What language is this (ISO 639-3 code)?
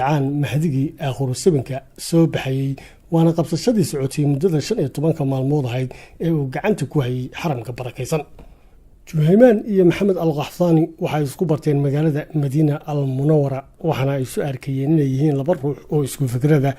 som